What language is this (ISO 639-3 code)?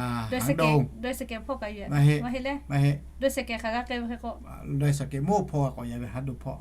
lhu